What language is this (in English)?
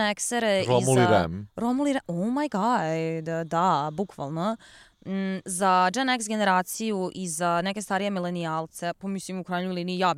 Serbian